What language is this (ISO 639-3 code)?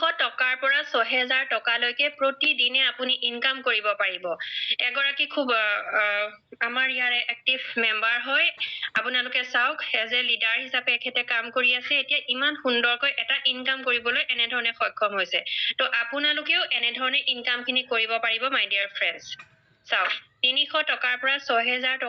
asm